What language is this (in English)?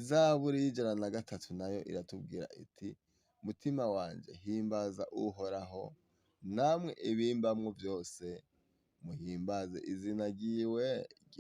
Rundi